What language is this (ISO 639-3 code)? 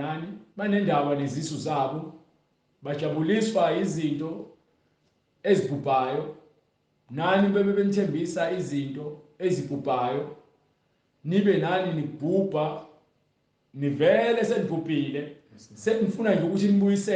zul